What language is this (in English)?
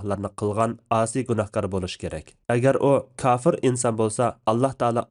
Uyghur